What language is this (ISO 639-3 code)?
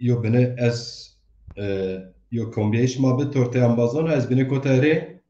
zza